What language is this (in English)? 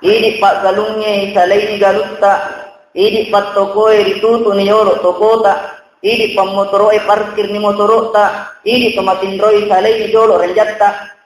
Buginese